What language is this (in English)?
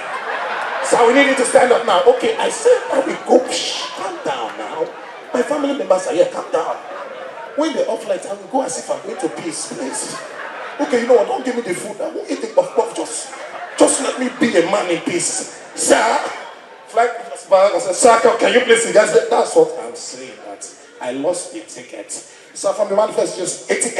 Nigerian Pidgin